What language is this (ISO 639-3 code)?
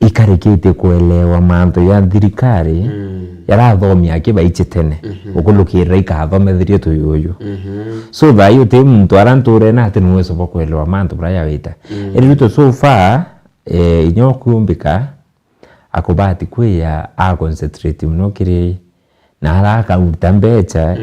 mer